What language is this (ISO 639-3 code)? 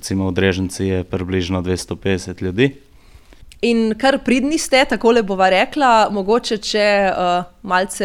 slv